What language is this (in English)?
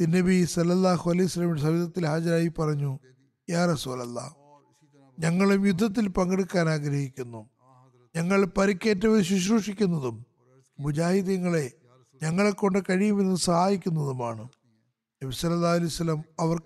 Malayalam